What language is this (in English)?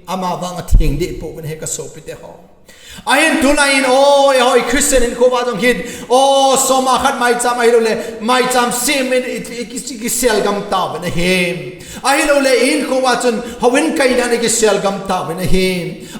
Thado Chin